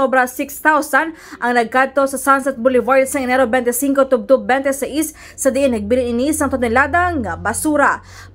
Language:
Hiligaynon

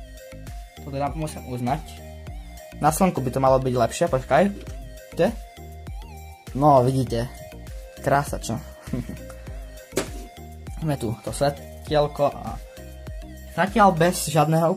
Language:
Slovak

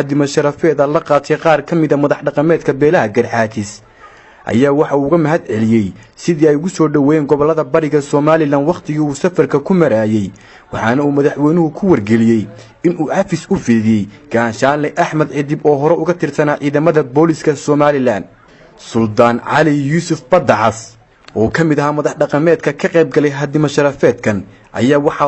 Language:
Somali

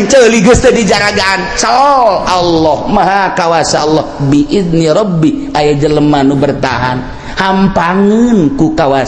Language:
Sundanese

